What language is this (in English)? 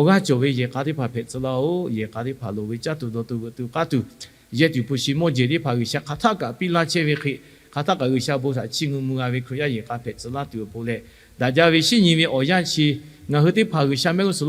Lahu